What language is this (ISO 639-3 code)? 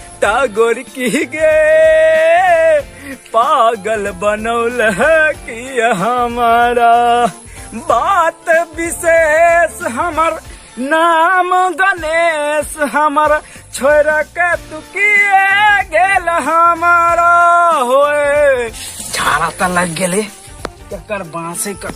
mai